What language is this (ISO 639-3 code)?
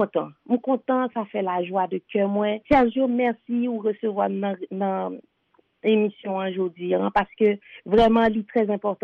hat